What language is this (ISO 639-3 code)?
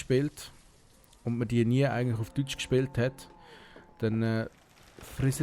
gsw